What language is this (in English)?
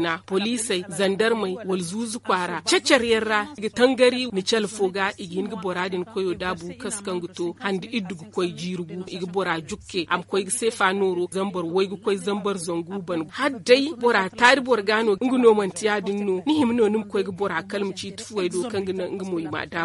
Zarma